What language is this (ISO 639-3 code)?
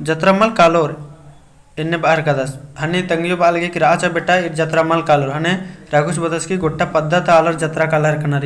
kru